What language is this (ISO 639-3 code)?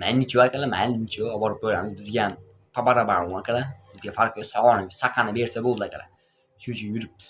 uzb